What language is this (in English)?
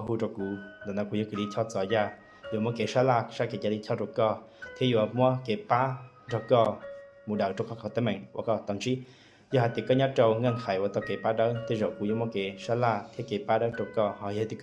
Hmong